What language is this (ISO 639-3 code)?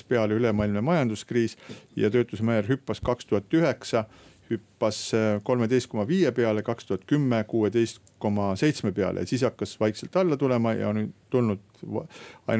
est